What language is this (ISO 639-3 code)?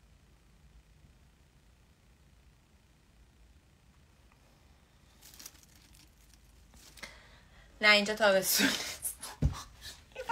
fas